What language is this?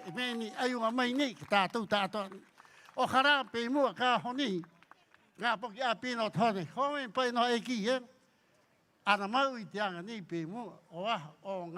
Rapanui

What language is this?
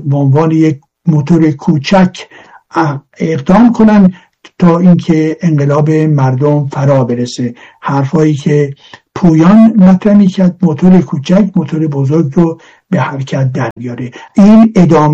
Persian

